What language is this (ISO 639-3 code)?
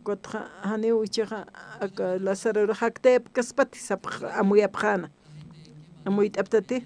aym